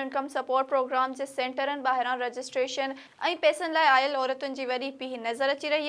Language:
Sindhi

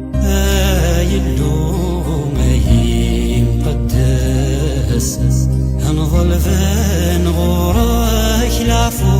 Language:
Kabyle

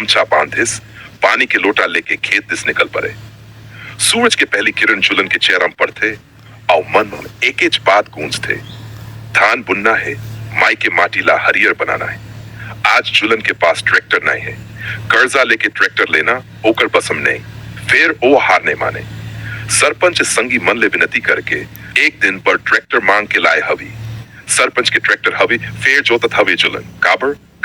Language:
Chhattisgarhi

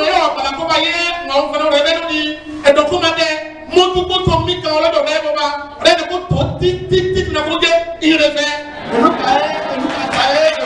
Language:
Ifè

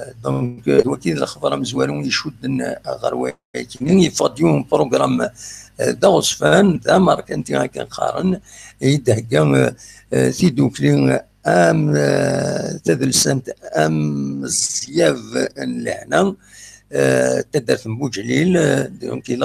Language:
Kabyle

